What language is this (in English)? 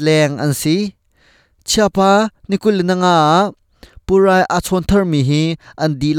Hakha Chin